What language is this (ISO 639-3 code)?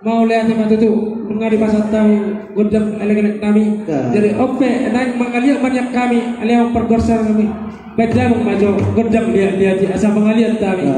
bbc